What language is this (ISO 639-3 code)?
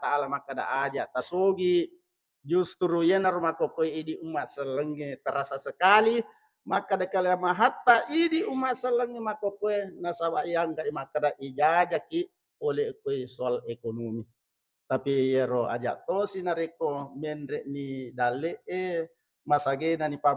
bug